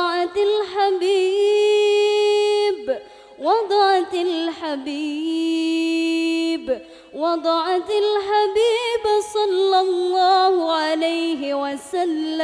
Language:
Madurese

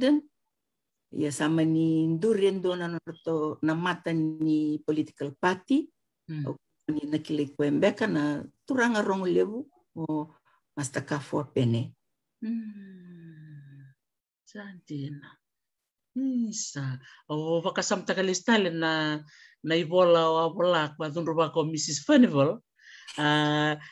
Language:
Fijian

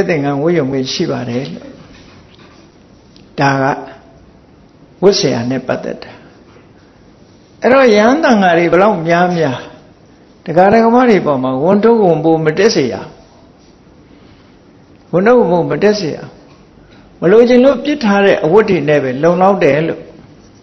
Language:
Burmese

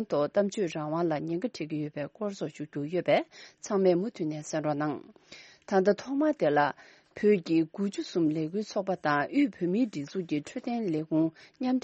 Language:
Tibetan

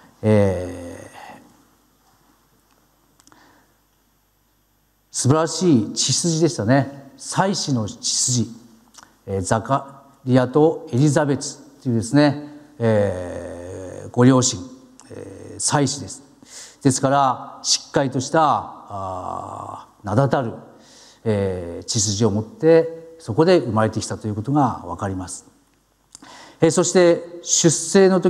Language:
Japanese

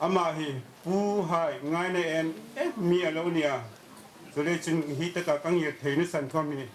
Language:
Hmar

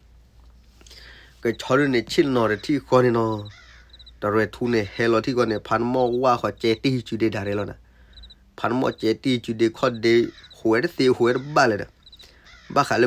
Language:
S'gaw Karen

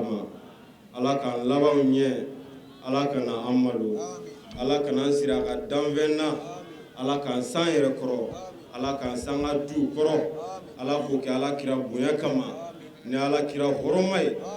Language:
Bambara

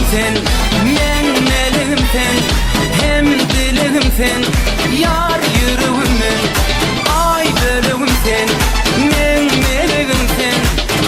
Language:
Turkmen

